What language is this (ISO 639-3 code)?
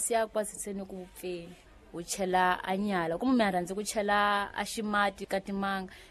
tso